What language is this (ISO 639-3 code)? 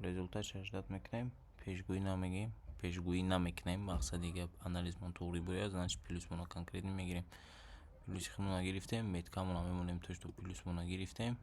tgk